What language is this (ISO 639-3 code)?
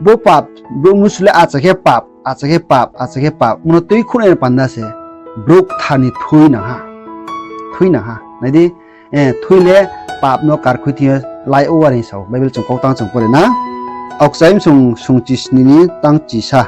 ria